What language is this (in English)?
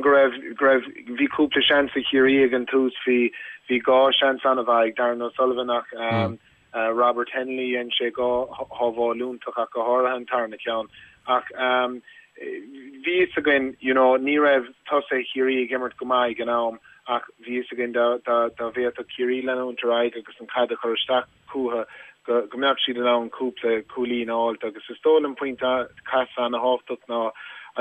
Irish